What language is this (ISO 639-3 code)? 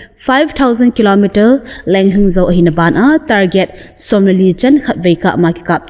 tcz